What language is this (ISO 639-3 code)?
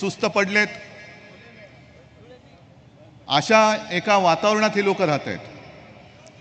mar